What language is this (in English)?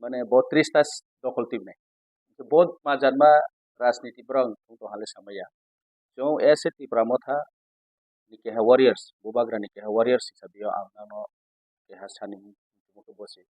Riang (India)